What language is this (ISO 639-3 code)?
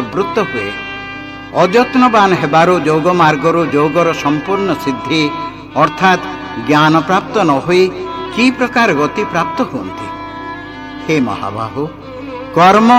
ori